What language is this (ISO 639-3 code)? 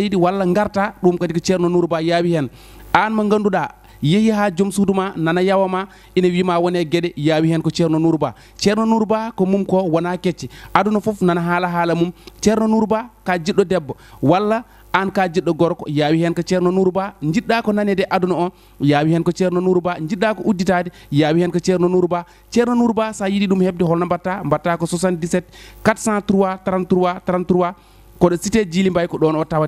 ful